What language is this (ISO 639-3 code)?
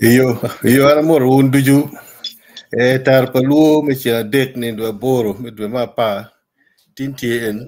ach